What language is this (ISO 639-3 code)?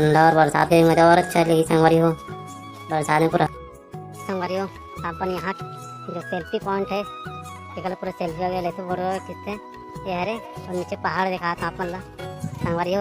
hne